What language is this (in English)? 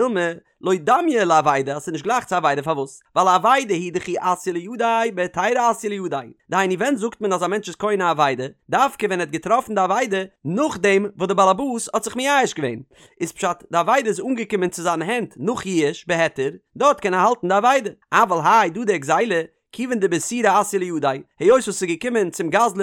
Yiddish